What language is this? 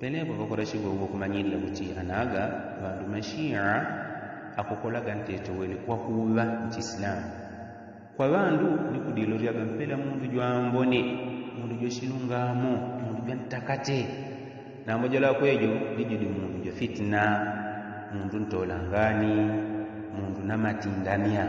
Yao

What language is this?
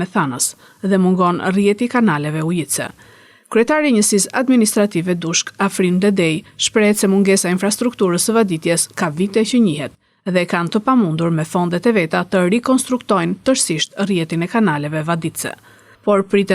Albanian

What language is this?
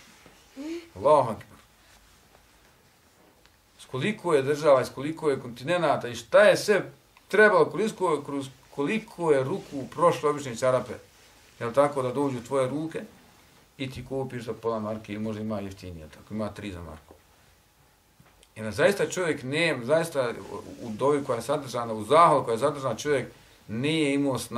Bosnian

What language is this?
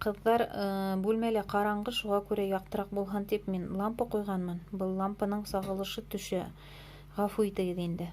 Bashkir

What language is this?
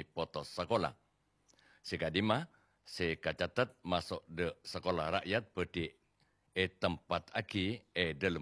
Madurese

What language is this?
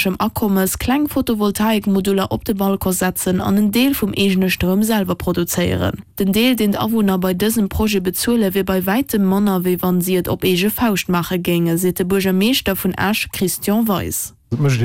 Luxembourgish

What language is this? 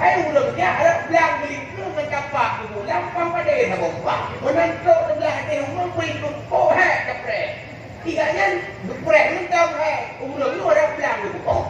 Achinese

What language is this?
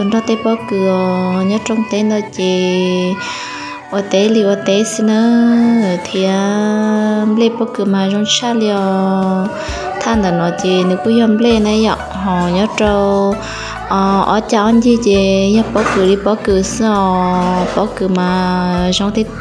Hmong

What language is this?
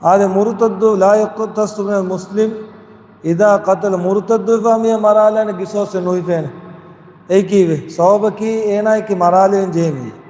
Divehi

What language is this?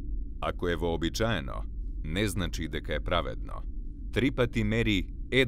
Macedonian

